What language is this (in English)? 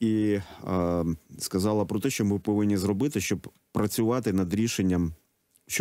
Ukrainian